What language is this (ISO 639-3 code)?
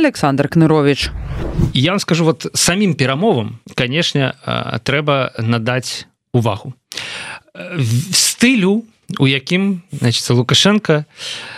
bel